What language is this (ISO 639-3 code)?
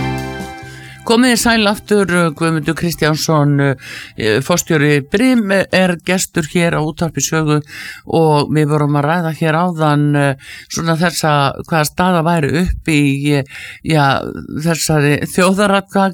isl